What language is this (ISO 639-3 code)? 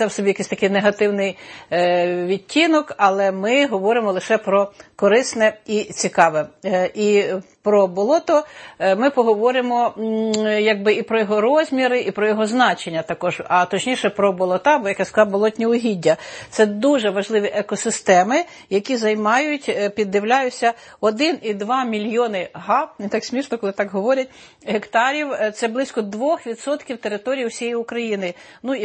ukr